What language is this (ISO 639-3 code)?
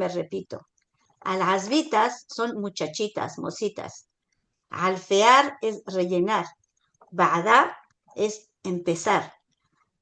lad